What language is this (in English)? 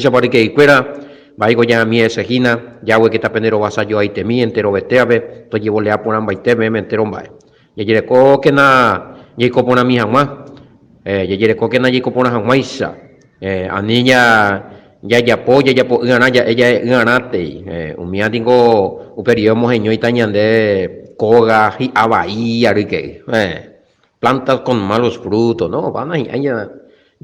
Guarani